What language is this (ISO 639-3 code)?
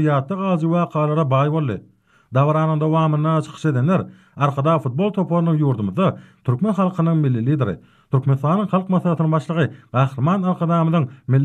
tuk